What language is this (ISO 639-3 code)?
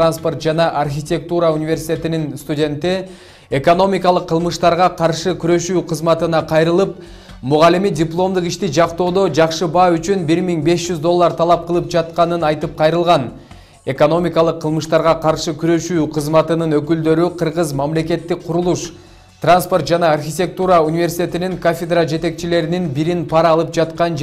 kir